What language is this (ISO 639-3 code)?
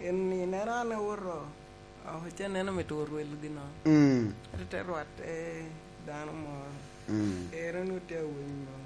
laj